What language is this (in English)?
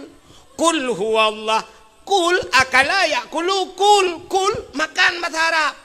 Achinese